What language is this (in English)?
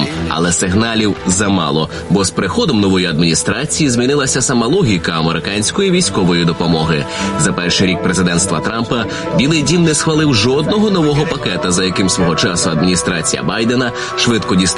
Ukrainian